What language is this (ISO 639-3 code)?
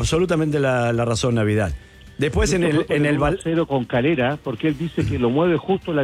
spa